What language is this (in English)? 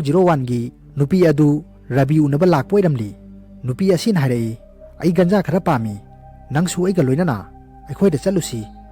Manipuri